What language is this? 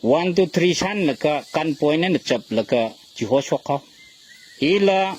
Tangkhul Naga (India)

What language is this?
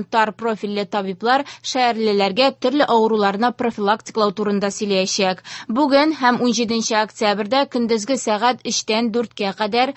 Tatar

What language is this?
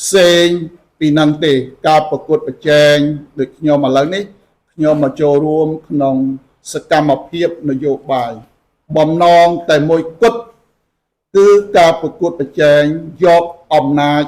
Khmer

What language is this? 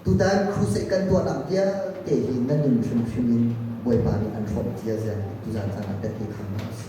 Hakha Chin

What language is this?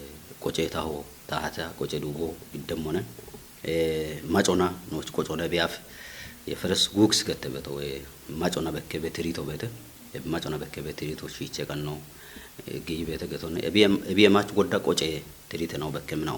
Kafa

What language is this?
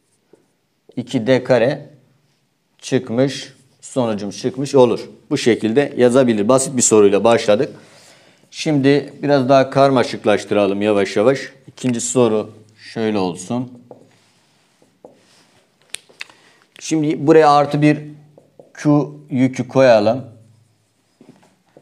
Turkish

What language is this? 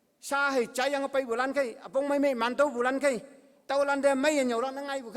Konyak Naga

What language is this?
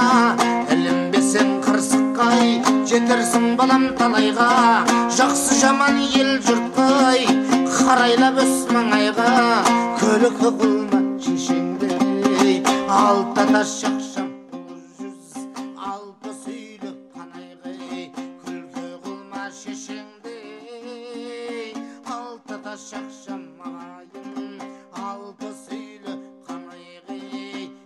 Kazakh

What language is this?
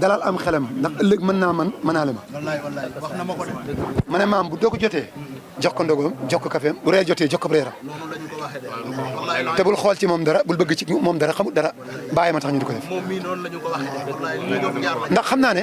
Wolof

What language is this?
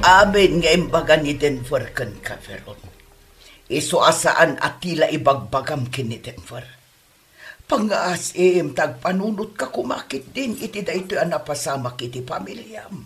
Iloko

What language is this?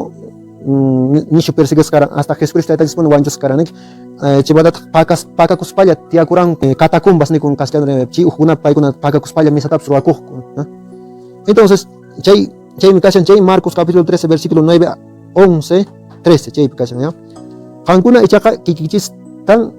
Quechua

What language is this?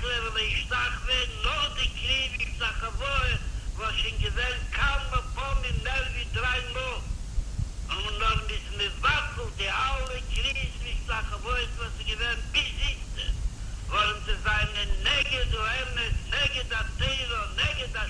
Yiddish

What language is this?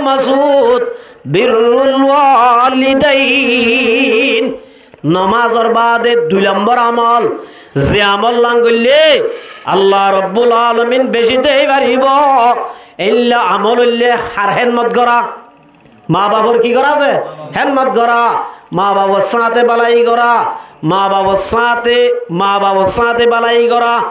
Rohingya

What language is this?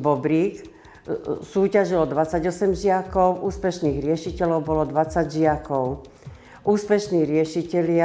Slovak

